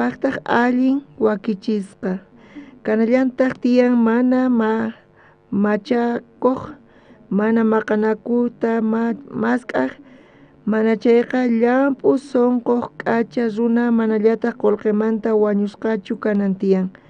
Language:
South Bolivian Quechua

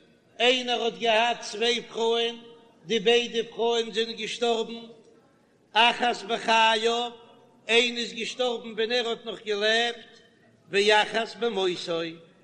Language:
Yiddish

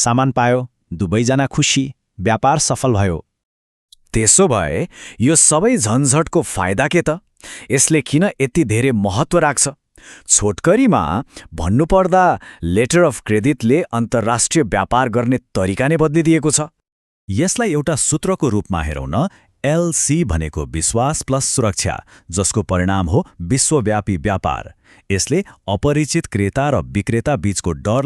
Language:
Nepali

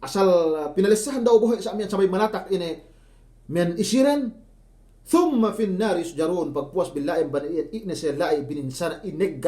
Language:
Yakan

